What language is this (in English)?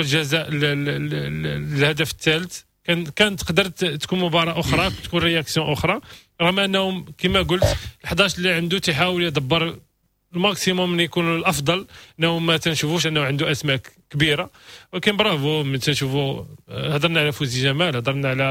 Moroccan Arabic